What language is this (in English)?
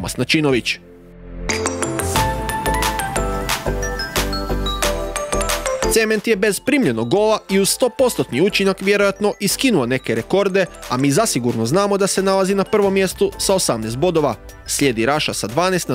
Croatian